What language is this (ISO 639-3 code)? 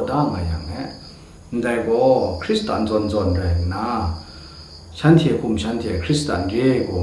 kac